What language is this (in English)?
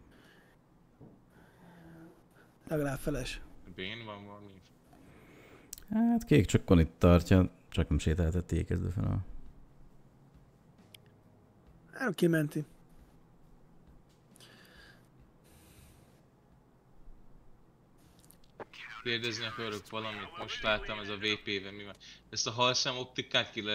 Hungarian